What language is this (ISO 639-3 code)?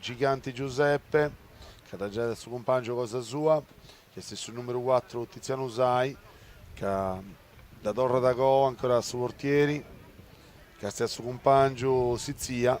srd